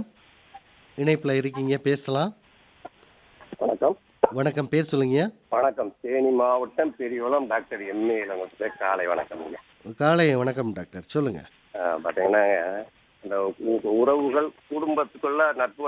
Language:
Tamil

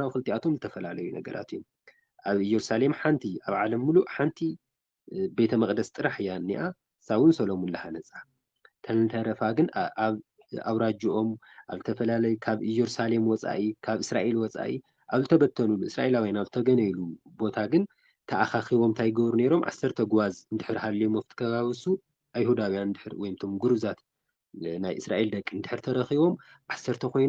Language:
Tigrinya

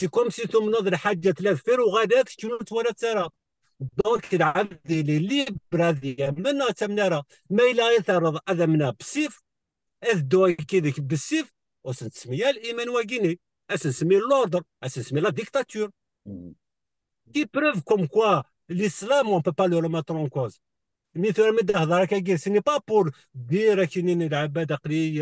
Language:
Kabyle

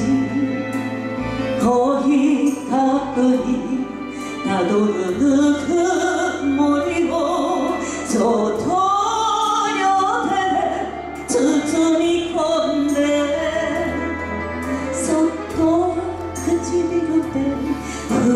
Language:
Japanese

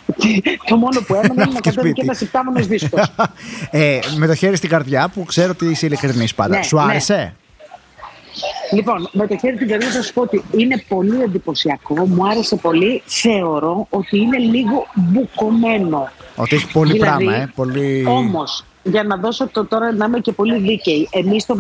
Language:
Greek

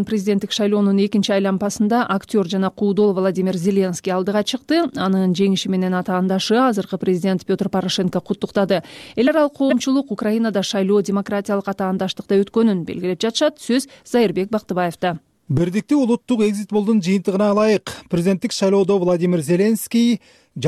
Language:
Kyrgyz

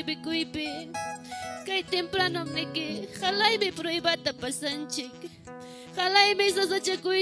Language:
Ayacucho Quechua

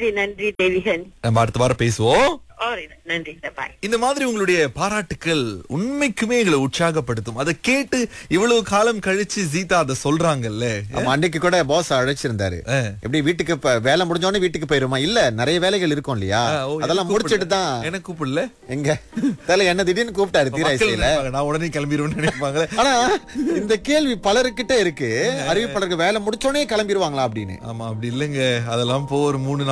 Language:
Tamil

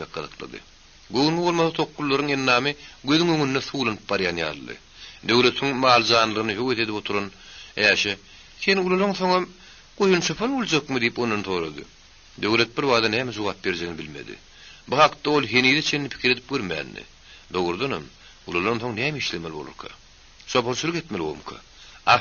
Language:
Turkmen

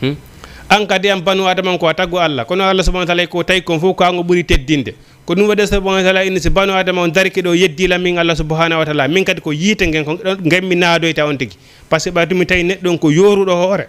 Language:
Fula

